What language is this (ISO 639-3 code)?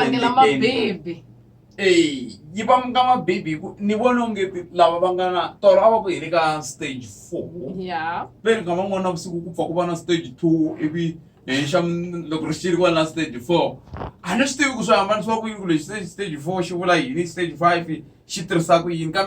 tso